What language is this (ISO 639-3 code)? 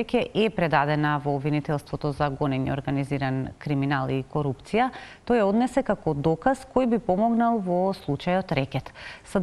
mkd